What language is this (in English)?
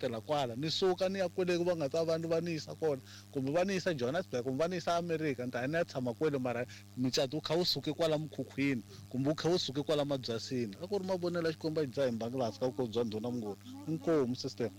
Tsonga